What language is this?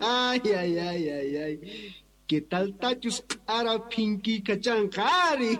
Quechua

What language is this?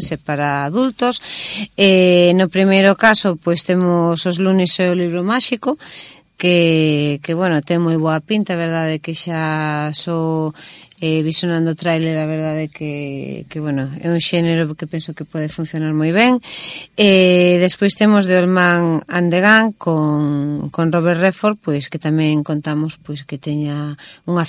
Galician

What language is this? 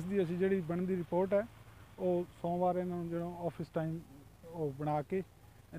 Punjabi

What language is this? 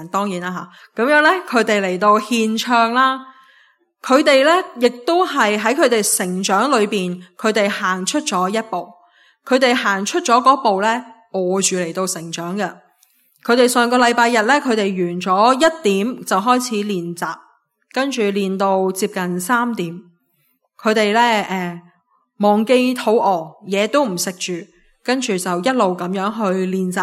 Cantonese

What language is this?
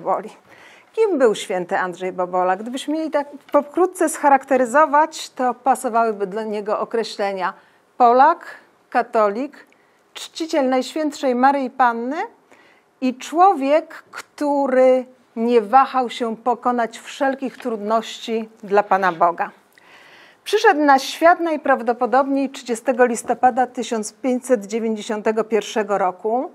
Polish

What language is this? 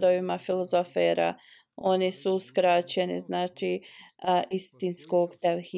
Bosnian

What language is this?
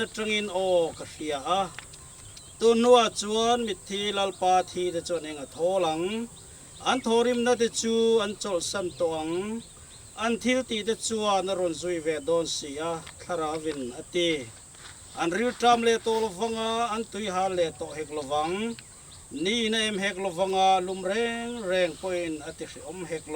Mizo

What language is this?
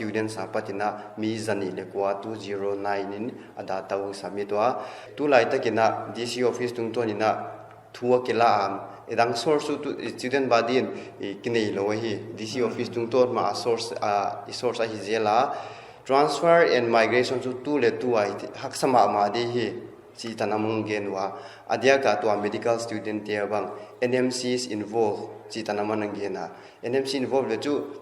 Paite Chin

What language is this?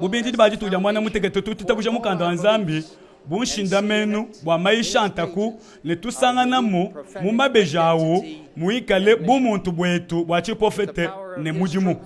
Luba-Lulua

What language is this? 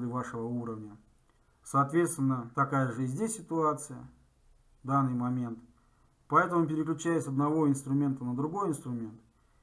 Russian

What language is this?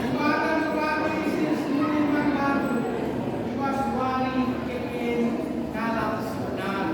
Batak Karo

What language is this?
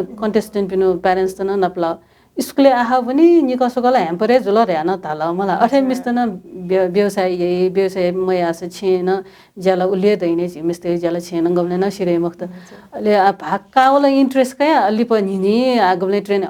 Newari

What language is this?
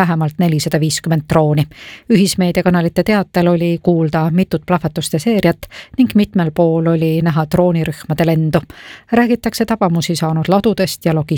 Estonian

